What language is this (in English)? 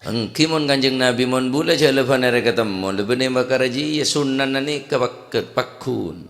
Madurese